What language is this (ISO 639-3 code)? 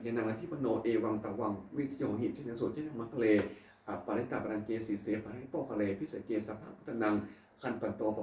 pli